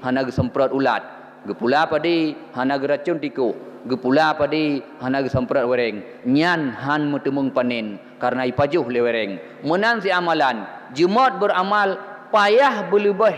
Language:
Achinese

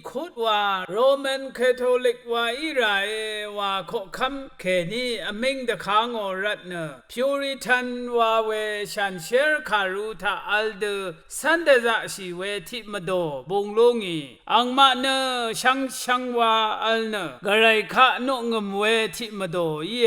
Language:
Rawang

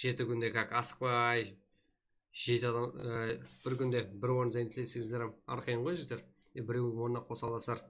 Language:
Kara-Kalpak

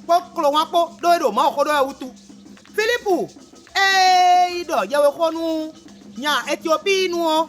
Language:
Fon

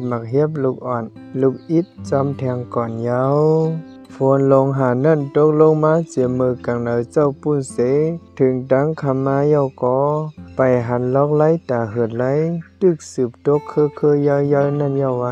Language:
Shan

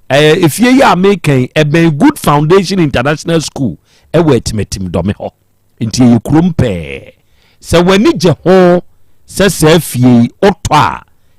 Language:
Akan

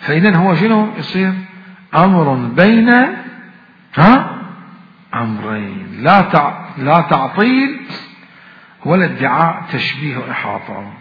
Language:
Mesopotamian Arabic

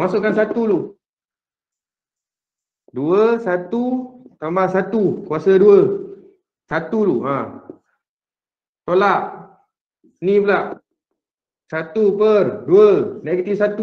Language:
Malay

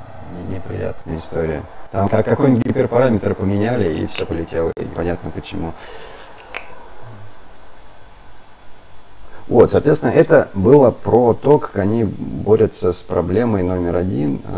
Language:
Russian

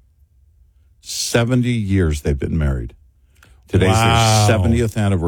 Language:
English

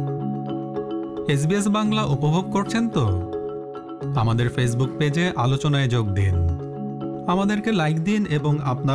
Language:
Bangla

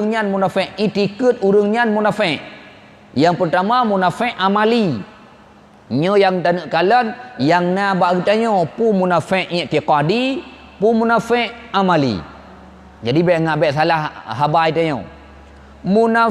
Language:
Achinese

